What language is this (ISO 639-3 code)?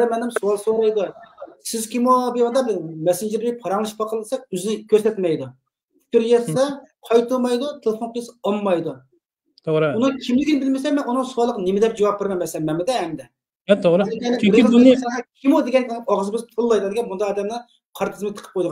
uig